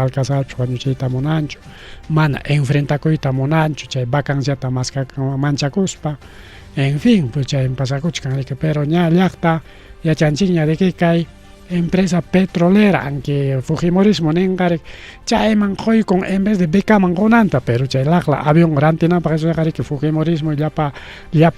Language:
Ayacucho Quechua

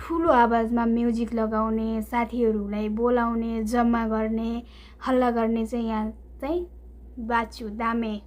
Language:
Nepali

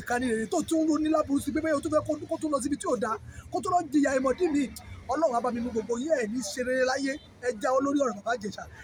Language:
Yoruba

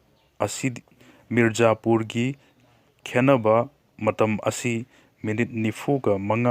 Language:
Manipuri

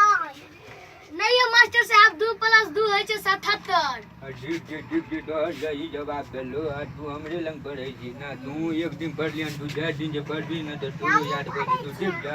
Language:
Maithili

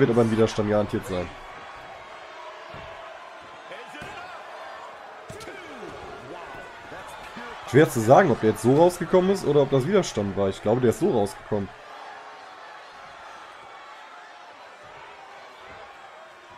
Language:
German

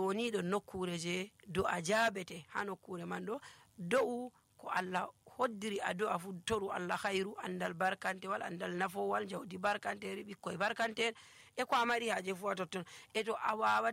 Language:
Nigerian Fulfulde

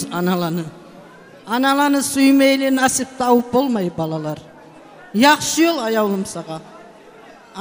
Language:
Kumyk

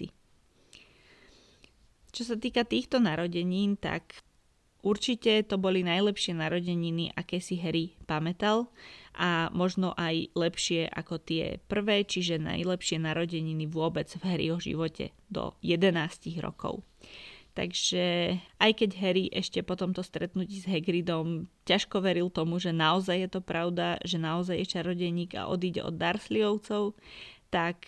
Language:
Slovak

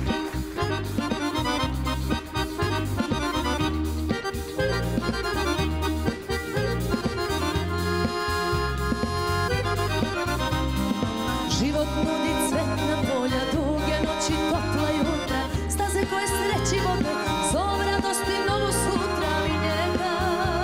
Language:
Serbian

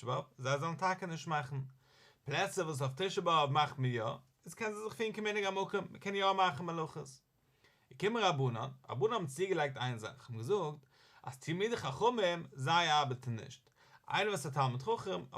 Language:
Yiddish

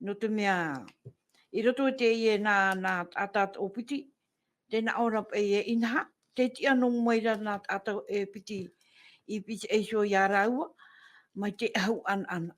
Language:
Tahitian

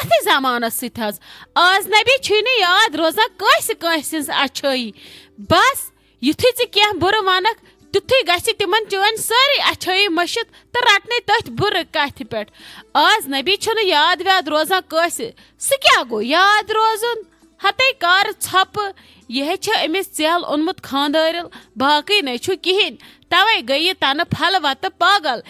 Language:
Kashmiri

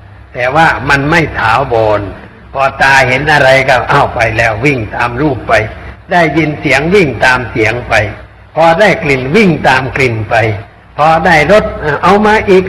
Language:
Thai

